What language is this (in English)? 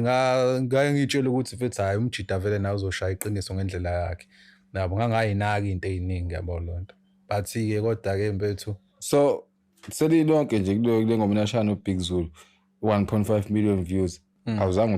Zulu